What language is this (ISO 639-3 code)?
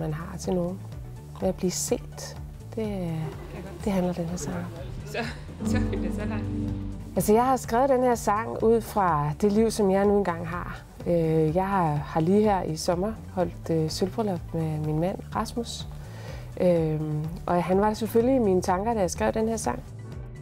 dan